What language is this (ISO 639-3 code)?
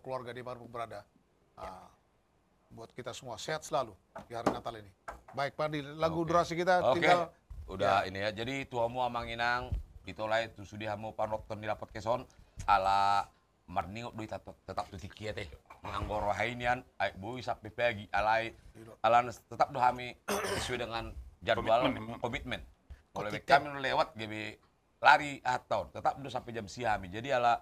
bbc